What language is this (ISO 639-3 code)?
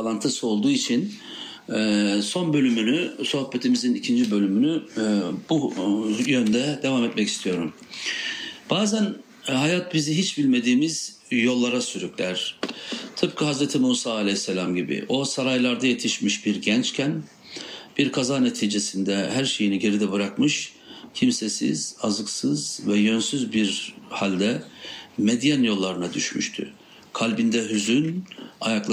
tur